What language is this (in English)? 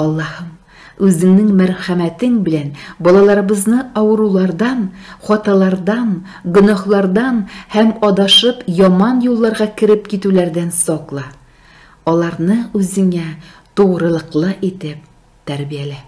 Tatar